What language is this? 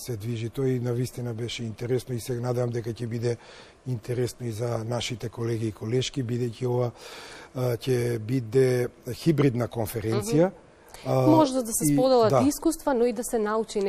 Macedonian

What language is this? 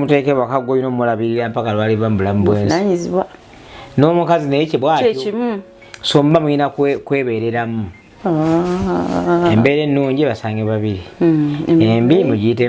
Ganda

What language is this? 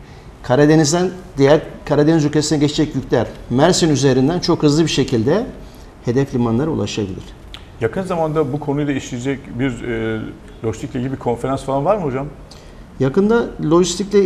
Turkish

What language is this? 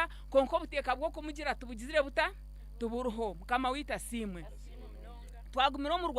Nyankole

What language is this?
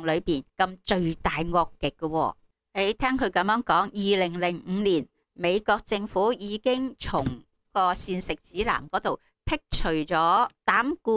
Cantonese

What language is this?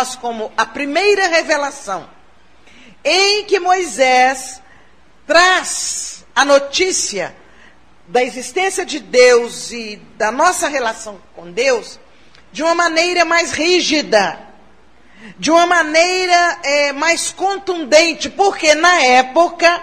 Portuguese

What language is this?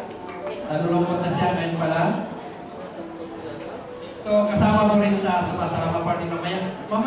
Filipino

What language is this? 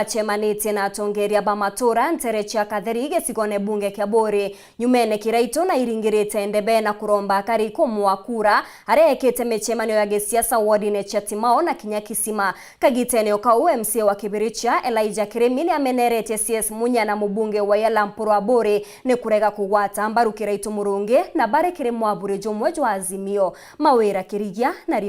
Meru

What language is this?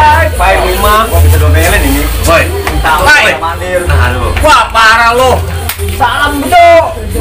Betawi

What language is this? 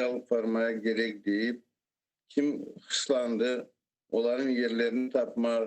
Crimean Tatar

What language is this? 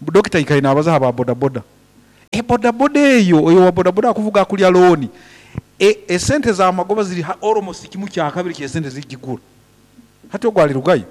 Nyoro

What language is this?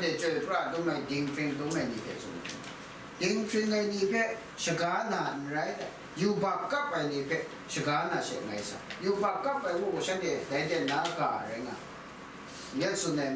Kachin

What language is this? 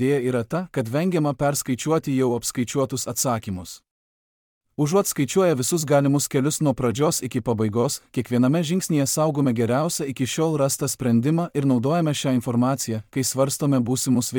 Lithuanian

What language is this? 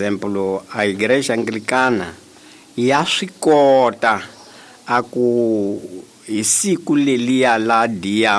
Tsonga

